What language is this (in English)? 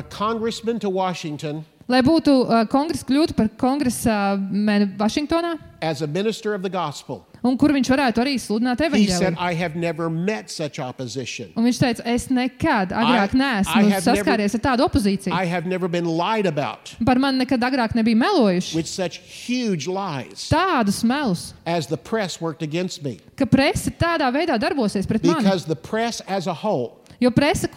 Latvian